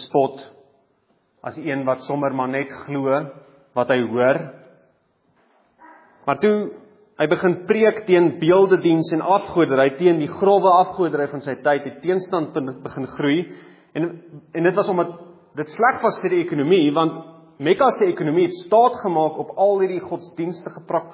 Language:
Afrikaans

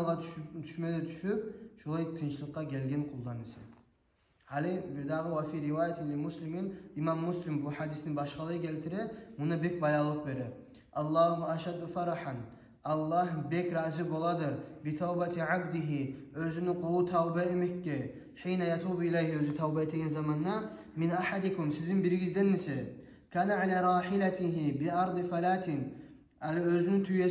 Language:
Kumyk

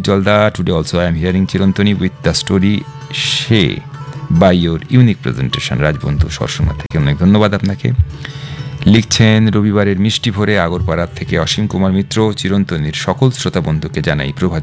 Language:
Bangla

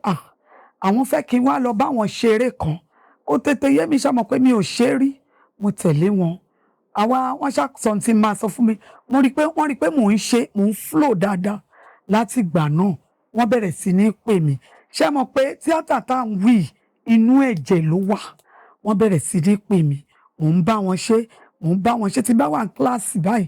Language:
Yoruba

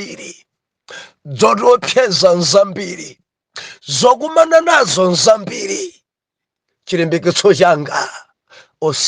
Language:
Nyanja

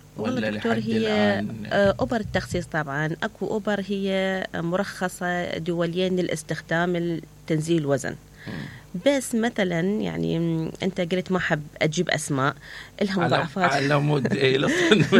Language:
Mesopotamian Arabic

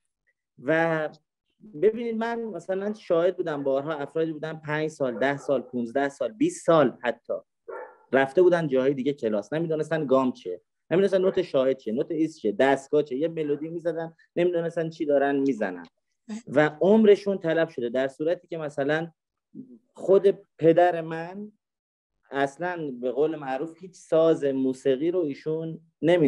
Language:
Persian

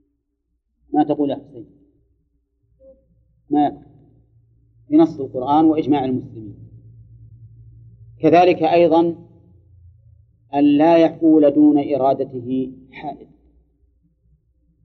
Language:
Arabic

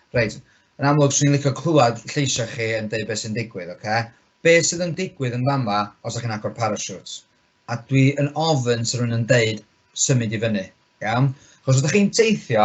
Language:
Welsh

